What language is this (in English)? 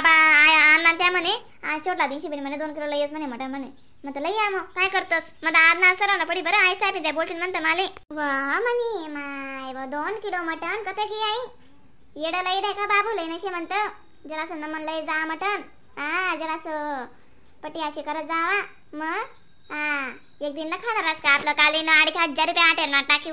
Khandesi